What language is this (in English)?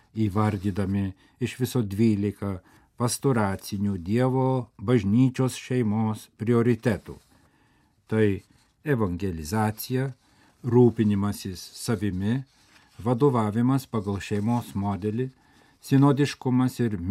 Lithuanian